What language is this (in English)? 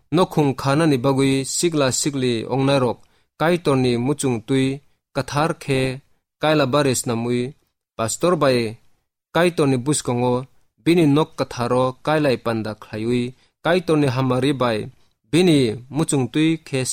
Kok Borok